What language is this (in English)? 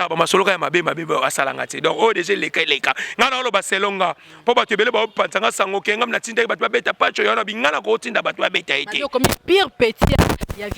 Lingala